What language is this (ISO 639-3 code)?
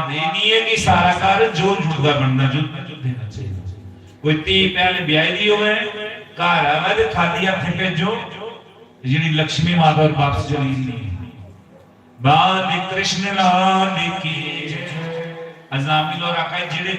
doi